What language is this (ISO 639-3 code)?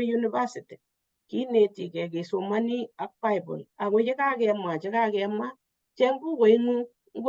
kln